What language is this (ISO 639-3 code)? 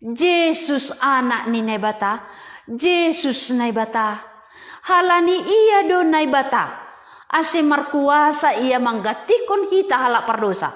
bts